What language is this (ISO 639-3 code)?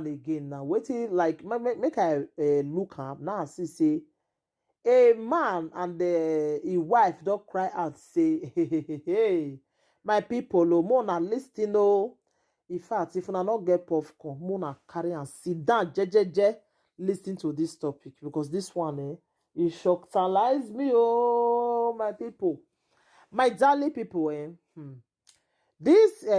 pcm